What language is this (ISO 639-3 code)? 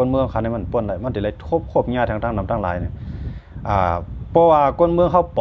shn